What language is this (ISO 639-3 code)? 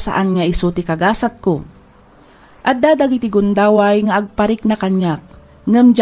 ilo